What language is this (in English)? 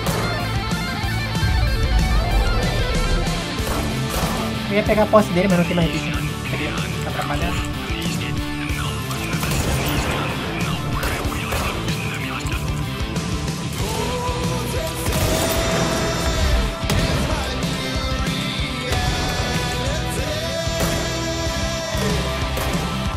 Portuguese